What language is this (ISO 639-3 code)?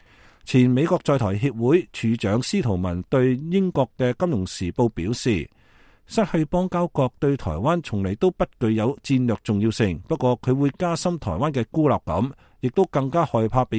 yue